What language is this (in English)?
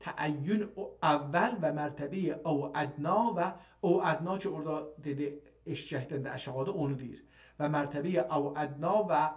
South Azerbaijani